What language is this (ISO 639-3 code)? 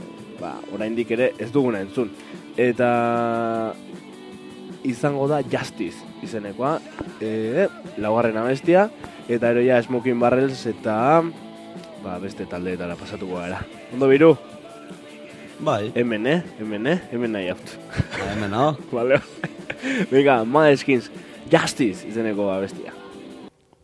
eus